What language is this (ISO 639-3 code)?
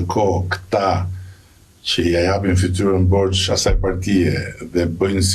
sqi